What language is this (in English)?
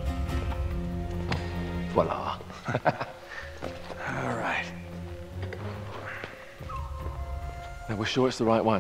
Finnish